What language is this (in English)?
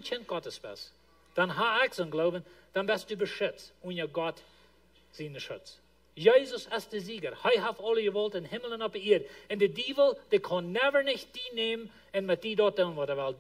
Plautdietsch